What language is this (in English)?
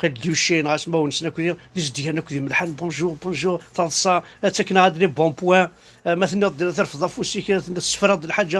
Kabyle